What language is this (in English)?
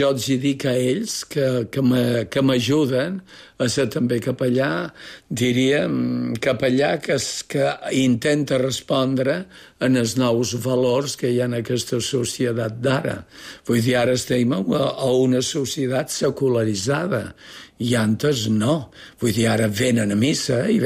Catalan